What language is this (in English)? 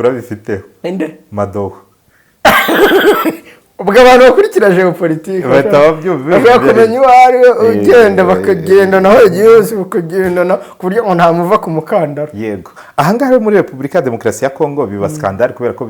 Kinyarwanda